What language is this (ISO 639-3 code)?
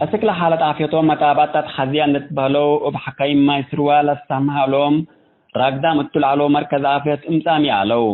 tig